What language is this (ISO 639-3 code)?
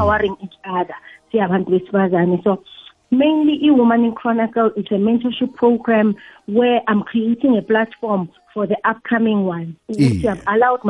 nbl